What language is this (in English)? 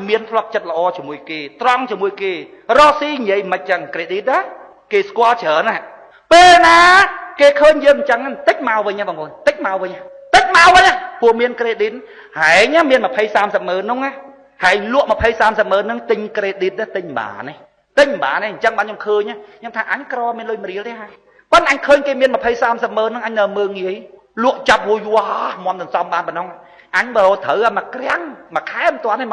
Khmer